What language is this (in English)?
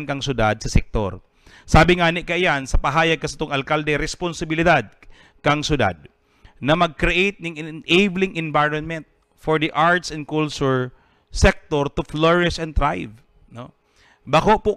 Bikol